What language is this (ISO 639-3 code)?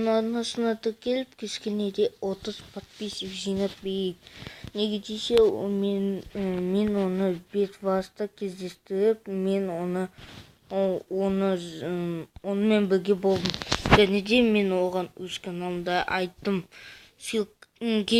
kaz